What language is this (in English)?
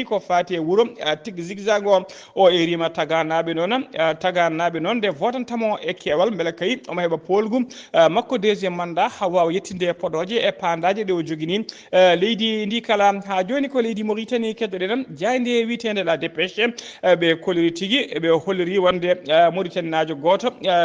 Fula